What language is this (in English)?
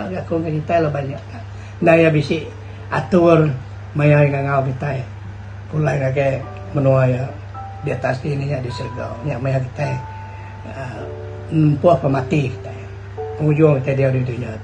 Iban